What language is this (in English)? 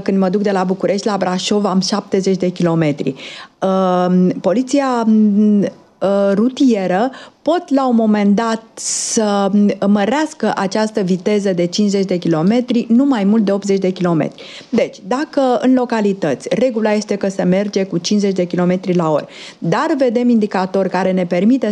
Romanian